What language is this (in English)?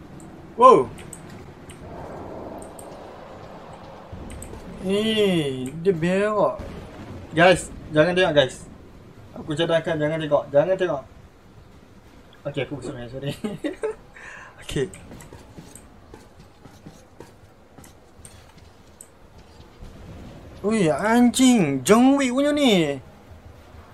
Malay